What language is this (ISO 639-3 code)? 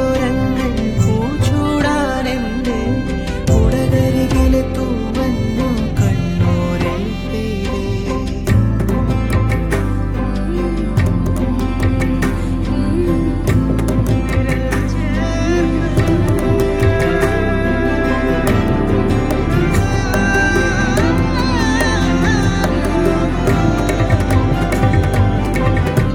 mal